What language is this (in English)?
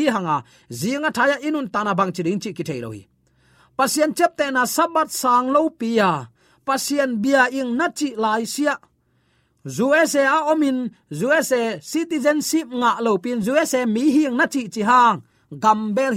Tedim Chin